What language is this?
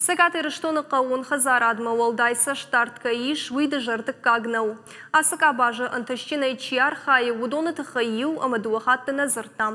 Ossetic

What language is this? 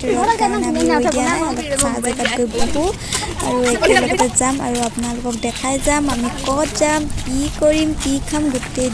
Assamese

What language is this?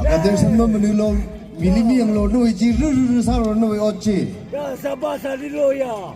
Tangkhul Naga (India)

